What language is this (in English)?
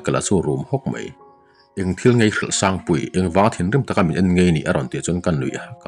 Mizo